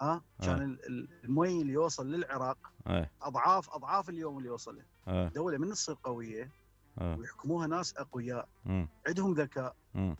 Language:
Mesopotamian Arabic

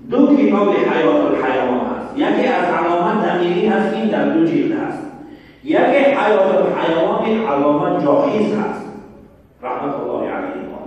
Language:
Tajik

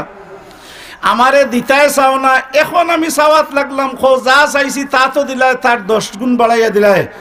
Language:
Sylheti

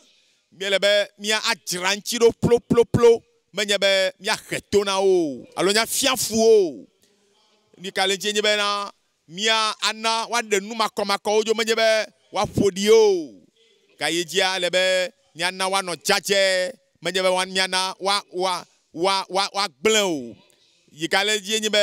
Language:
Ewe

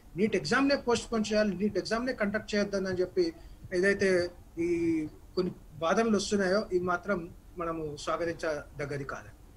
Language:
Telugu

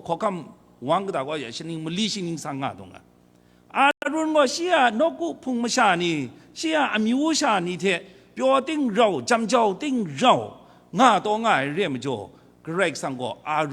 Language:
Kachin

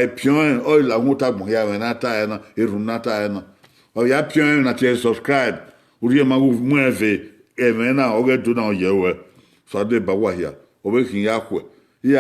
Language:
Bini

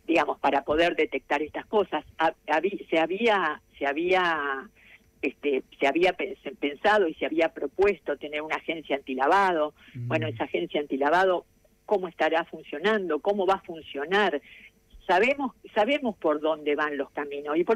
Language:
Spanish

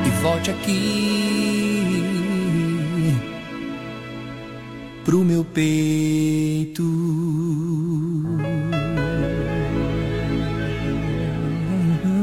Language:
Portuguese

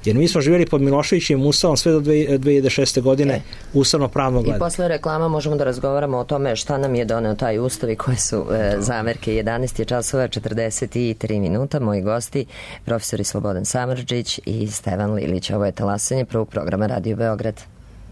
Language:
Serbian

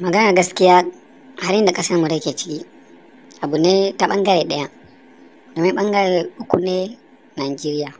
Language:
Hausa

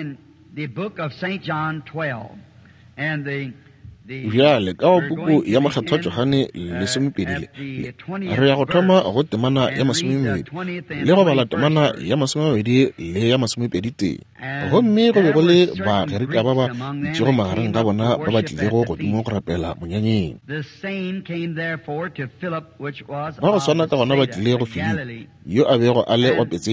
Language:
Northern Sotho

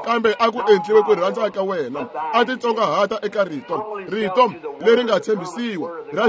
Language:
Tsonga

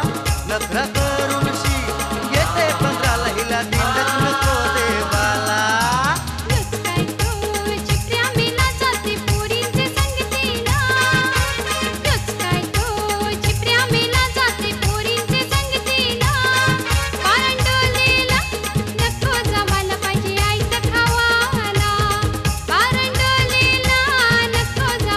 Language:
Marathi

